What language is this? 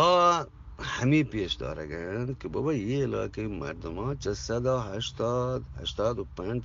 Eastern Balochi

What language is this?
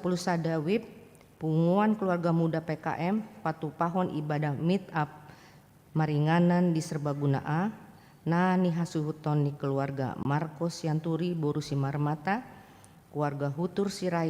Batak Toba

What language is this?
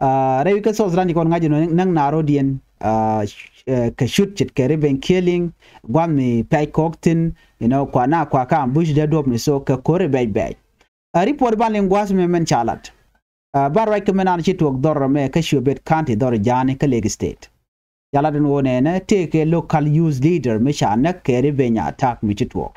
Nuer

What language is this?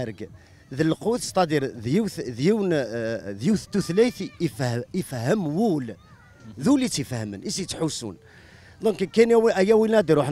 Kabyle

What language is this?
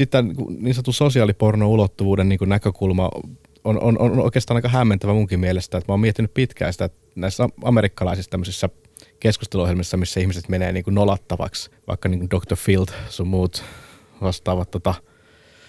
Finnish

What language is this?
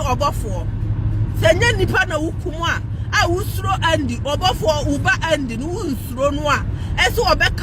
Akan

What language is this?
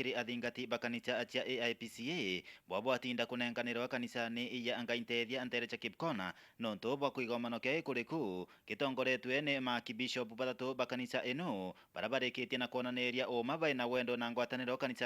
Meru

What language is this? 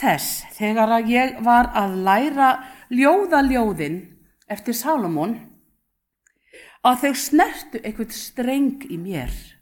Icelandic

